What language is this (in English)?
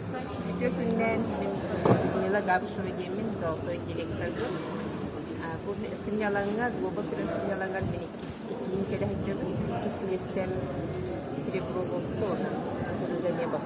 Yakut